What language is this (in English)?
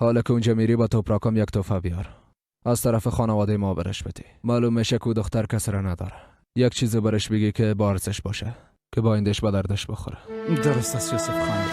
Persian